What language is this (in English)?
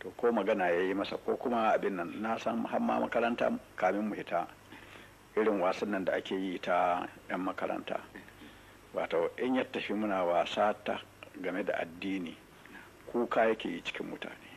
Hausa